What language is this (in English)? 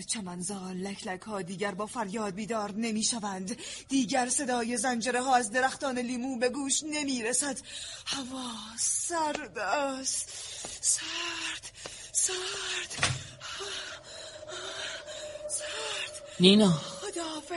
Persian